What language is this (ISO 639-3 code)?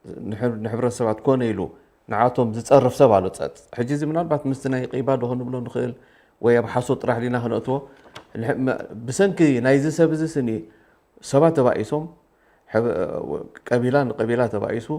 tir